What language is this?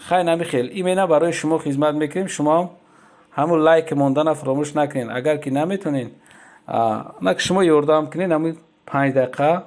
Tajik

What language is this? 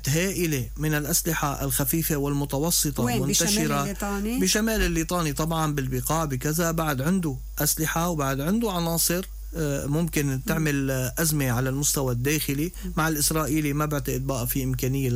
North Levantine Arabic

